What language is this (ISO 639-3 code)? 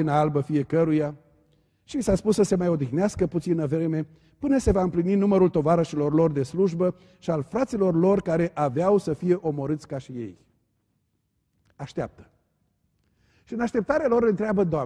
ron